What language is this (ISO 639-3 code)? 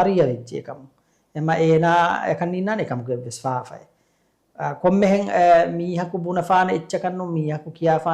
div